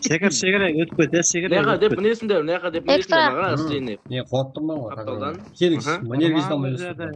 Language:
Kara-Kalpak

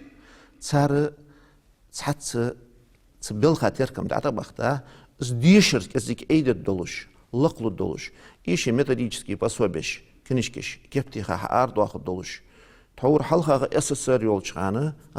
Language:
Ingush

